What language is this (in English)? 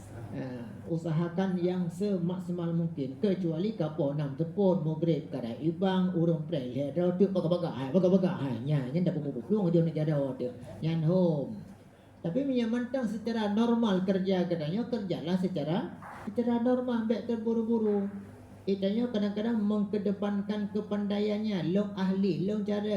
Achinese